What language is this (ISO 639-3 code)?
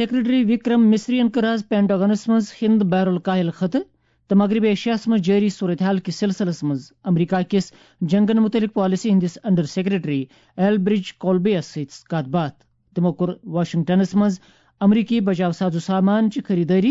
kas